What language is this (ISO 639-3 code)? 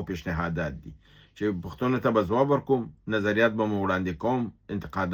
pus